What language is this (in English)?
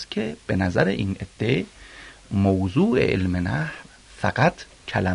Persian